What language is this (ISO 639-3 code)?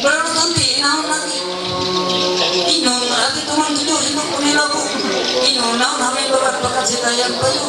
mhy